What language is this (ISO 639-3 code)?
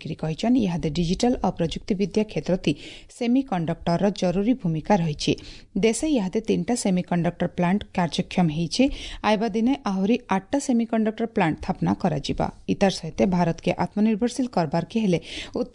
ori